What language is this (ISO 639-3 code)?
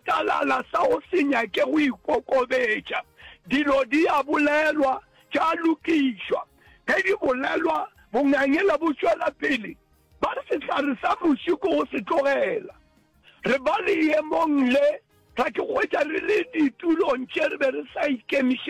nso